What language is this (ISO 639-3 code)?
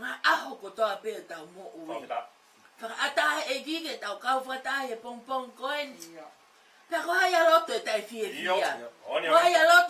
ton